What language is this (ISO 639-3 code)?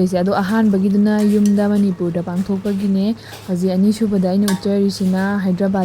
mni